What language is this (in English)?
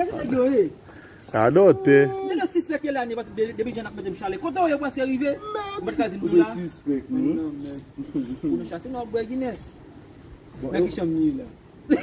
Haitian Creole